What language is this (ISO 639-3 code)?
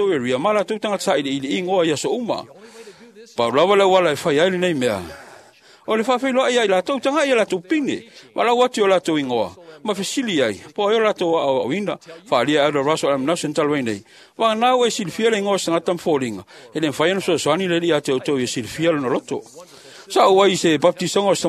smo